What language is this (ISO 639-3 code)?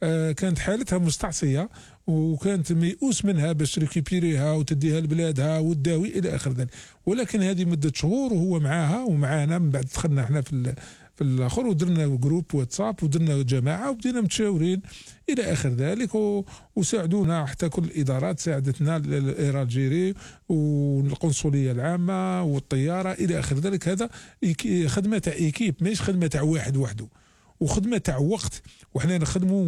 arq